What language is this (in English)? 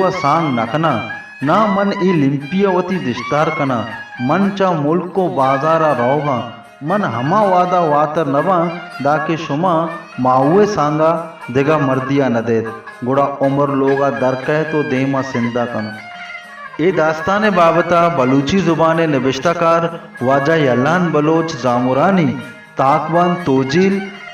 Baluchi